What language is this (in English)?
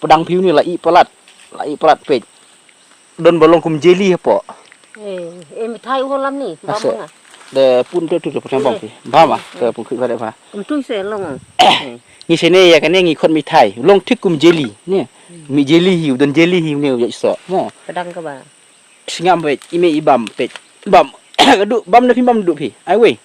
Khasi